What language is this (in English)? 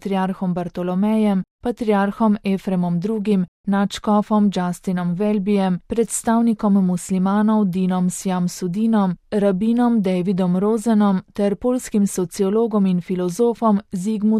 Slovenian